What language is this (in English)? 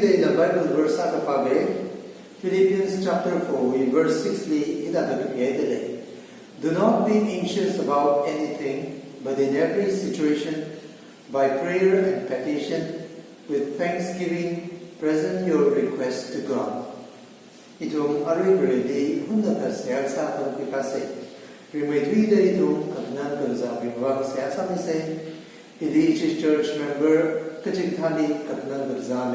Tangkhul Naga (India)